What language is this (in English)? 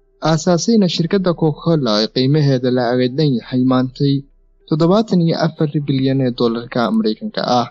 Somali